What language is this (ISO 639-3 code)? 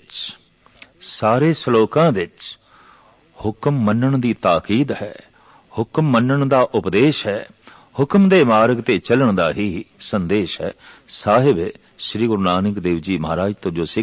pan